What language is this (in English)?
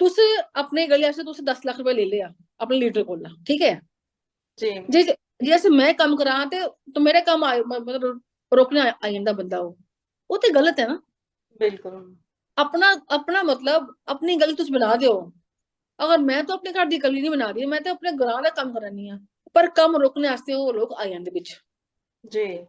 Dogri